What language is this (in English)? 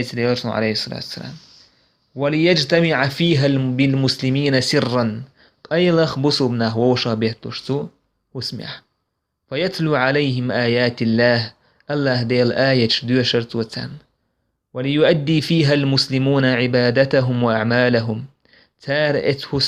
Chechen